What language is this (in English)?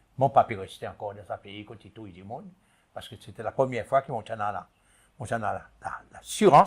Seselwa Creole French